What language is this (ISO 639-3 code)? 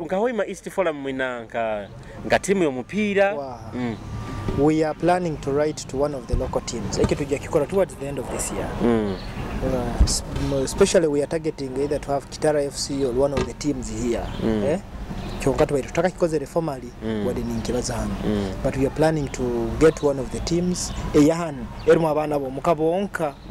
nyo